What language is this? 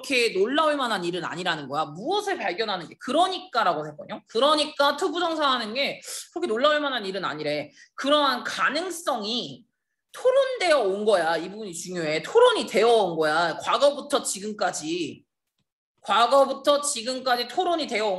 Korean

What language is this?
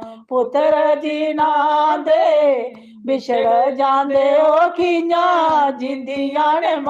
Dogri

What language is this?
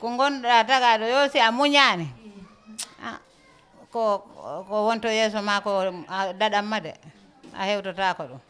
Fula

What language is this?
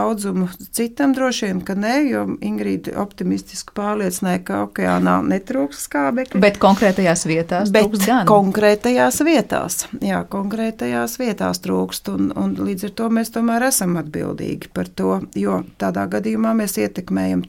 Latvian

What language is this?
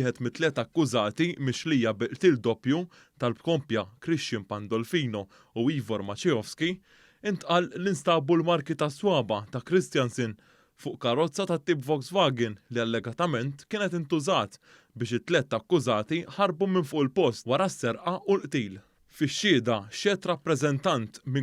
Maltese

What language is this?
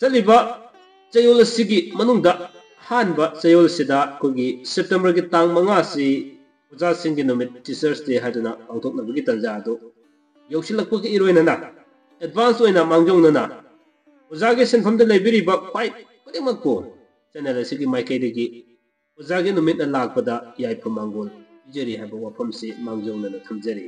Manipuri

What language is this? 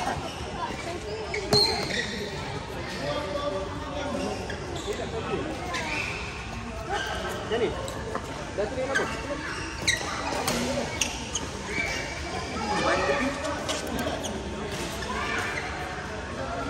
Malay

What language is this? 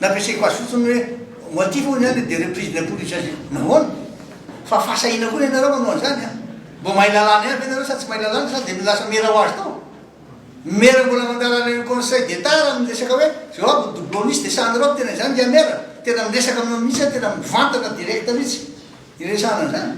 Malagasy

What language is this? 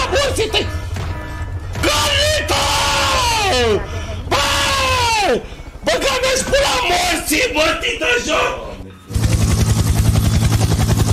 Romanian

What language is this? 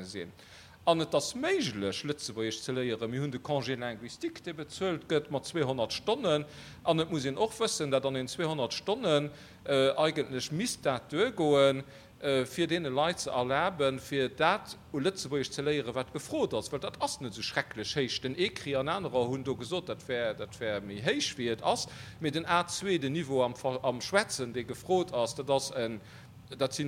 Luxembourgish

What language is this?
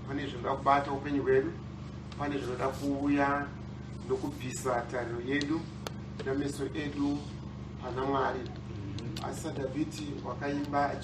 Shona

